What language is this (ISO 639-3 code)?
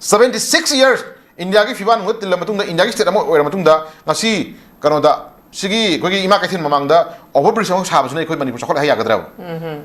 mni